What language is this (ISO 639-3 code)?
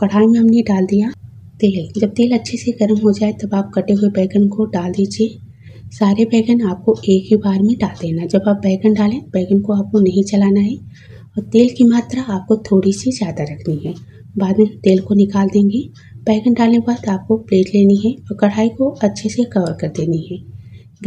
hin